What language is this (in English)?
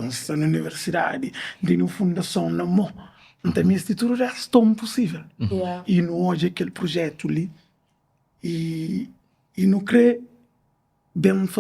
Kabuverdianu